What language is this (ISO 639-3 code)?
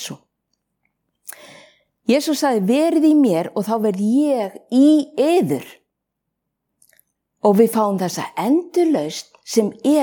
isl